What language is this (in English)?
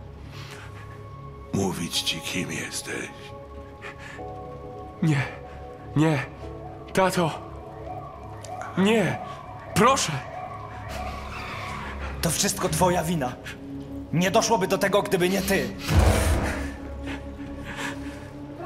Polish